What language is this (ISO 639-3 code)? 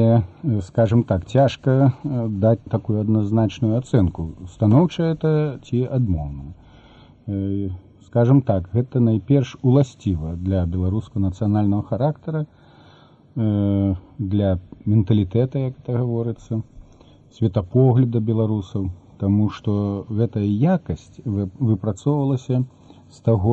bel